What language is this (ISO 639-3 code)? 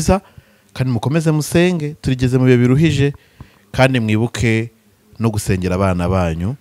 kin